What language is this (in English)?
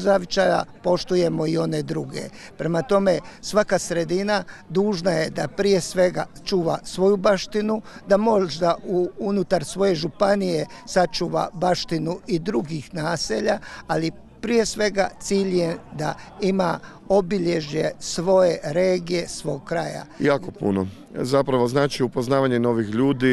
Croatian